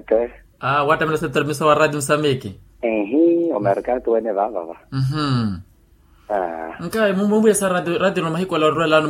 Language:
Makhuwa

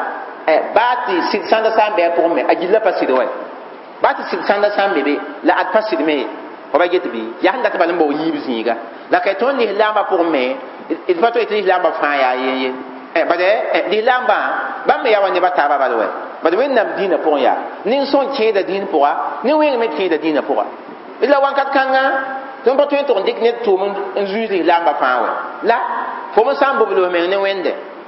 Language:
Mossi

